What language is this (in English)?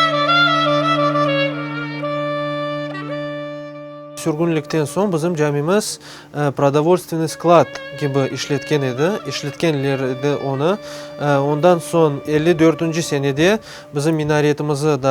Crimean Tatar